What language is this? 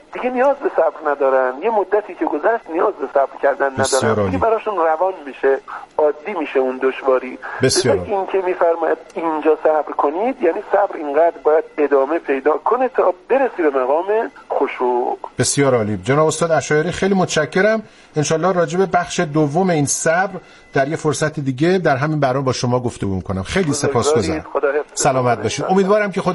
Persian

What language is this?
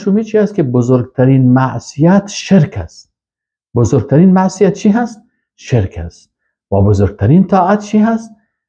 Persian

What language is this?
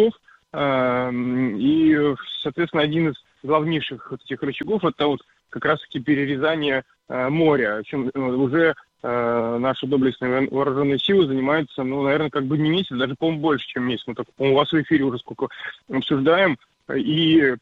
Russian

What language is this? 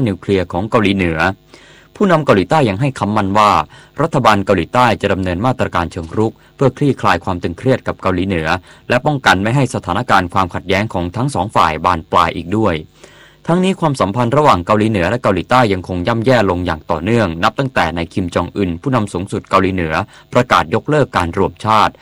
Thai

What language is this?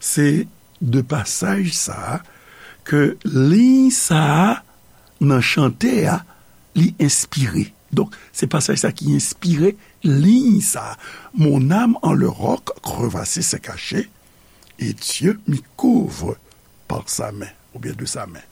Haitian Creole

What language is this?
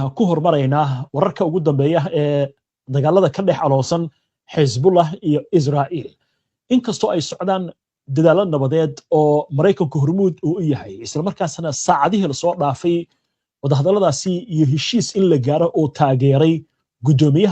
Somali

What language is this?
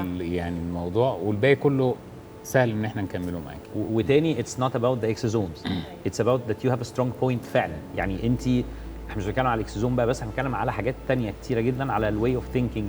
Egyptian Arabic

